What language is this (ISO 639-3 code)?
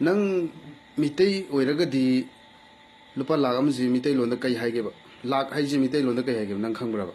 mni